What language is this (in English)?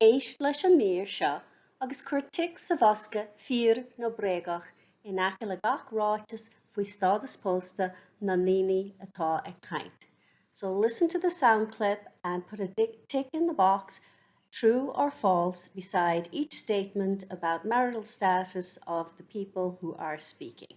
Irish